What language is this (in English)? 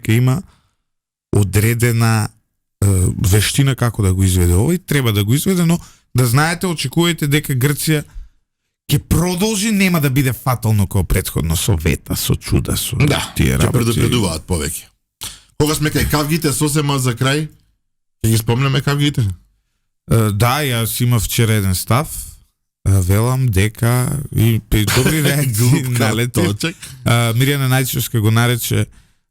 Macedonian